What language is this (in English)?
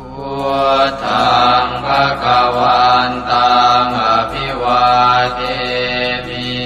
Pali